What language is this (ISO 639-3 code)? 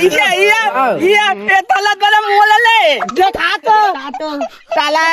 hne